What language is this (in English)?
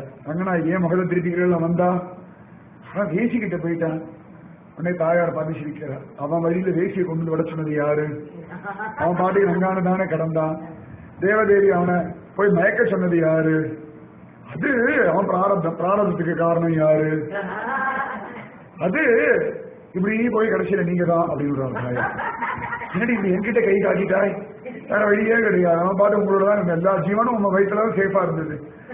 Tamil